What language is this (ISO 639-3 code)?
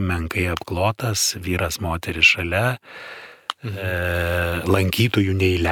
lit